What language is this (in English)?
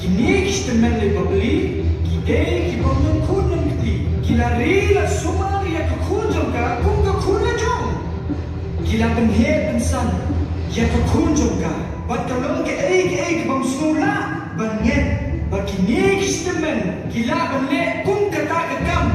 Khasi